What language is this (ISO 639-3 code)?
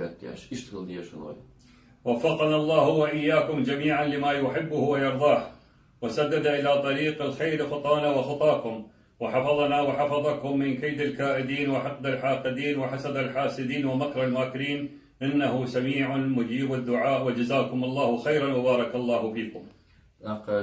che